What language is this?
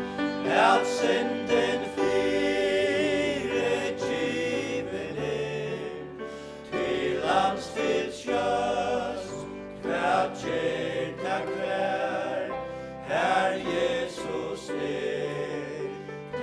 Faroese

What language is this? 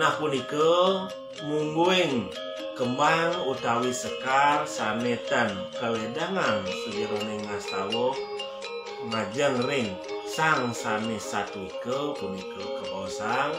Balinese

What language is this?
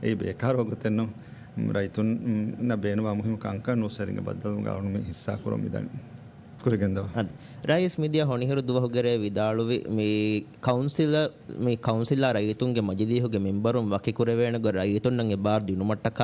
Divehi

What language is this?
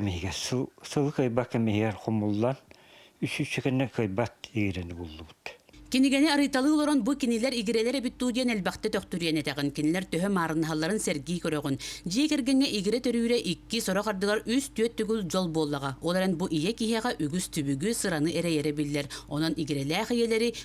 Yakut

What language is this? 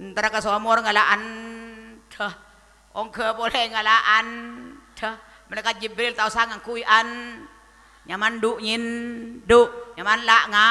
Madurese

